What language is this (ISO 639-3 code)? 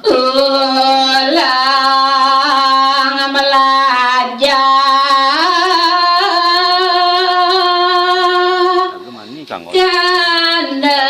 ban